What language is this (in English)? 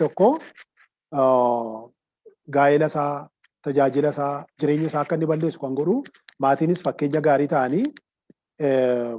Oromo